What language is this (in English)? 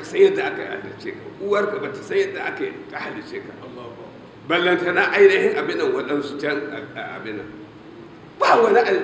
Hausa